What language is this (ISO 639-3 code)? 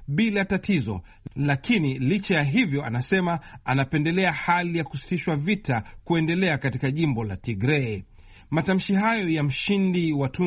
swa